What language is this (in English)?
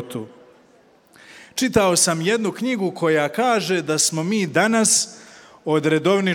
Croatian